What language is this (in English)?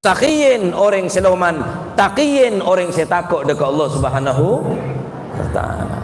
Madurese